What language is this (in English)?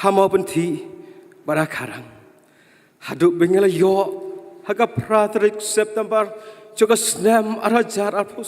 Khasi